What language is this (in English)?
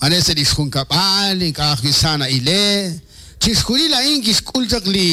Kekchí